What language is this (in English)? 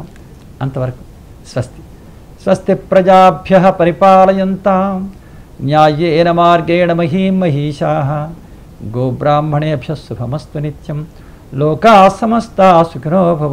Telugu